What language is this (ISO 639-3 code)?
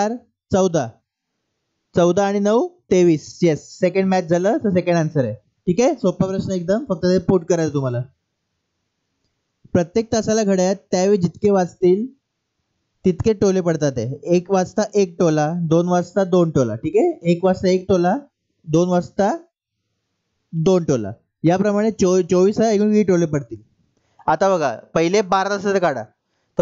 mar